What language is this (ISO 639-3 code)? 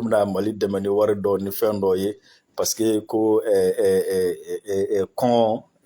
bam